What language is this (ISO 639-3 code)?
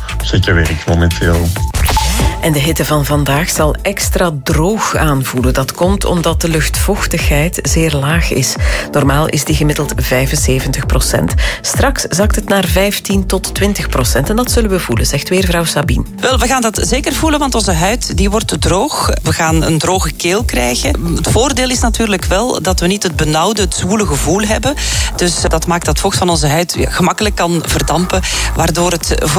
nld